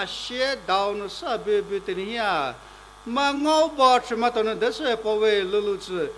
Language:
Poumei Naga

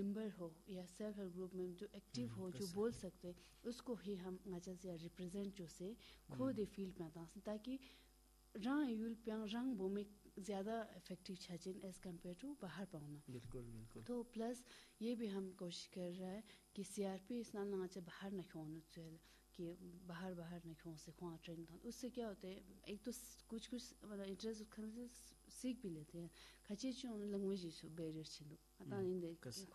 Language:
Urdu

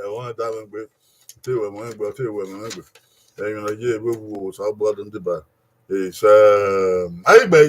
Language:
Bini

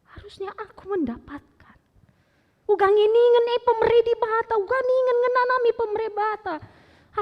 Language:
Batak Karo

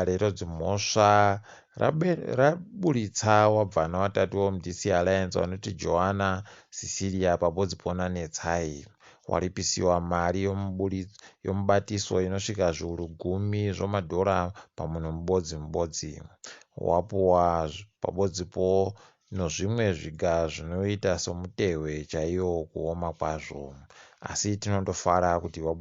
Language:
Ndau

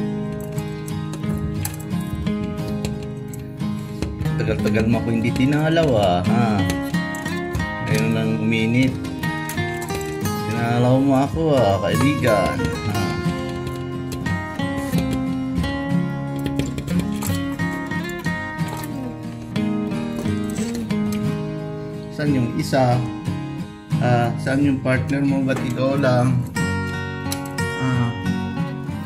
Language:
Filipino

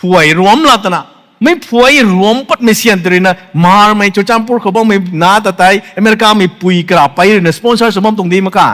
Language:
Rongmei Naga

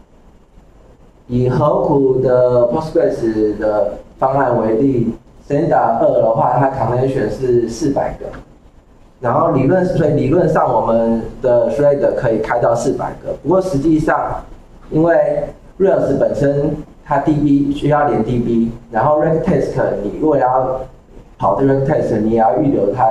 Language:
Chinese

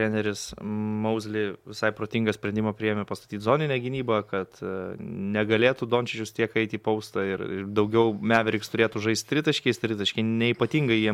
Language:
Lithuanian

